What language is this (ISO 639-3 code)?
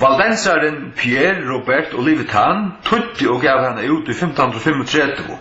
fao